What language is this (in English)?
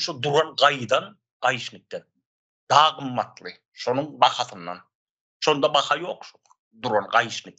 Turkmen